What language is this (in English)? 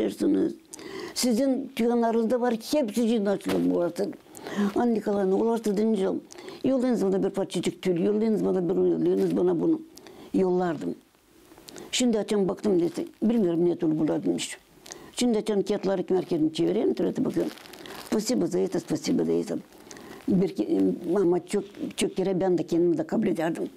Gagauz